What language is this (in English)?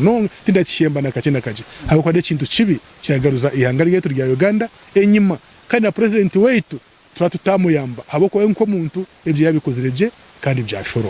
Nyankole